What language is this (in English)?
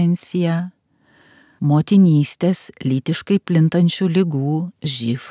Lithuanian